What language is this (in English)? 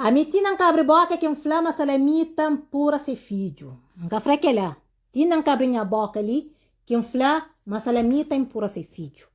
Kabuverdianu